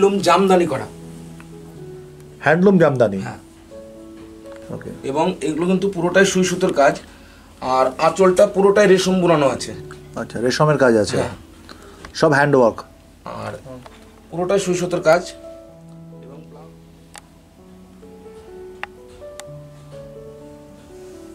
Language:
Bangla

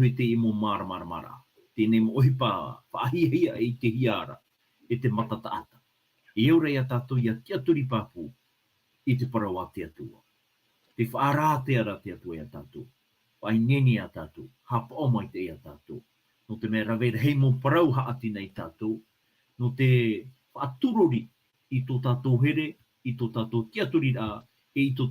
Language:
Tahitian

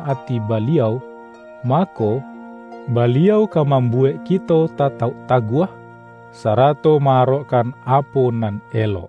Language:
Minangkabau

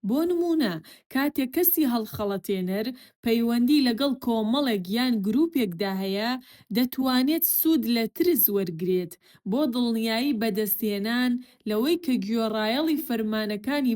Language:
Central Kurdish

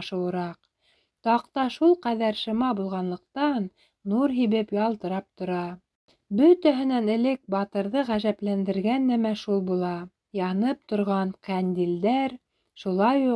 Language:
Bashkir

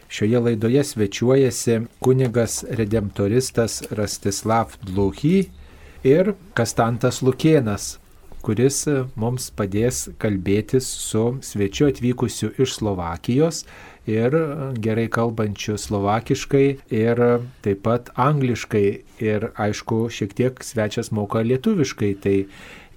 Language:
Lithuanian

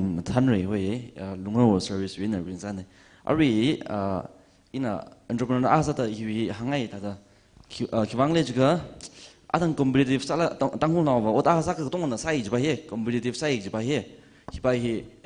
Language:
Tangkhul Naga (India)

